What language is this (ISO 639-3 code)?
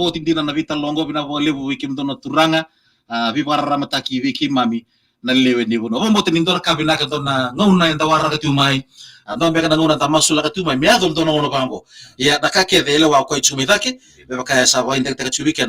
fij